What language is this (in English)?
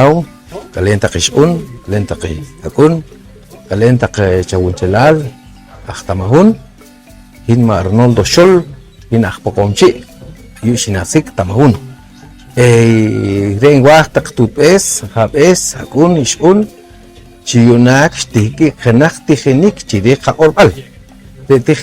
Poqomchi'